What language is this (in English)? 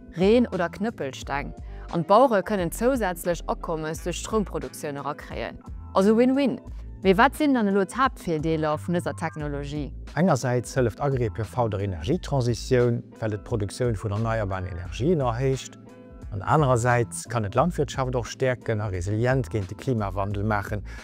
Luxembourgish